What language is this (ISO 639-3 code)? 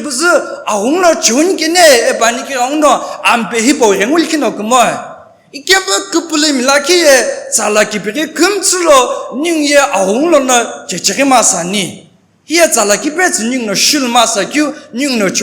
nsm